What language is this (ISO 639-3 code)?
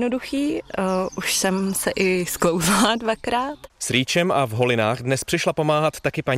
ces